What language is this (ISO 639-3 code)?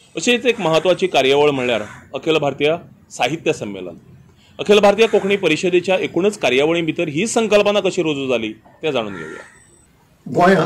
kok